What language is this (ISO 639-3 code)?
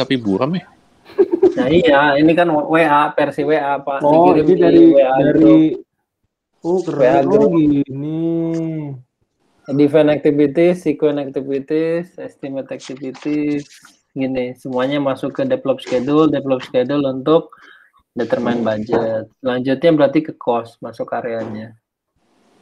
ind